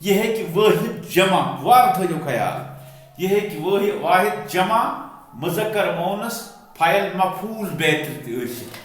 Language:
Kashmiri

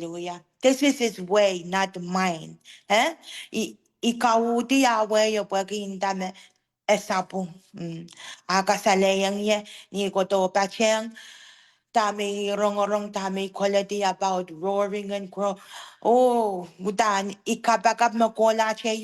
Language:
Pohnpeian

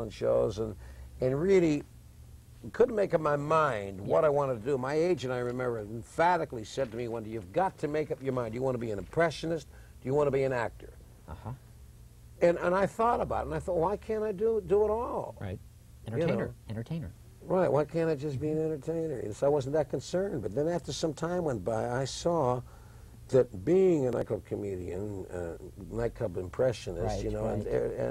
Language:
English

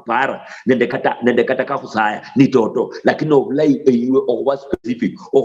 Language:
Luyia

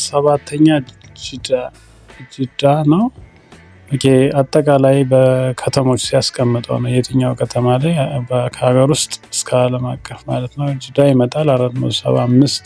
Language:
Amharic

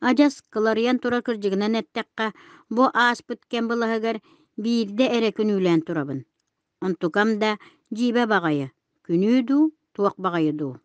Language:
Yakut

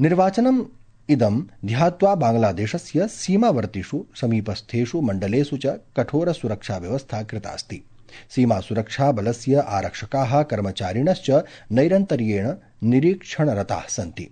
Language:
Sanskrit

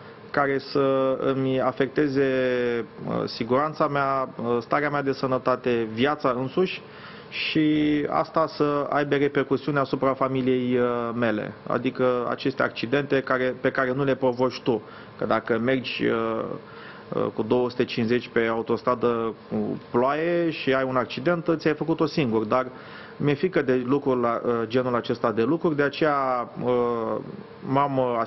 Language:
Romanian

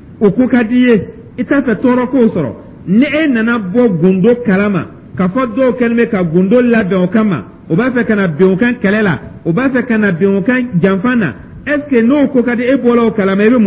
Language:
Dyula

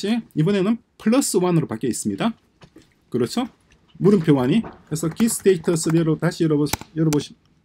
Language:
Korean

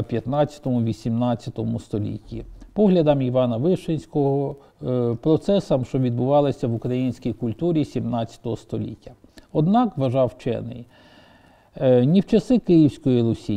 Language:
Ukrainian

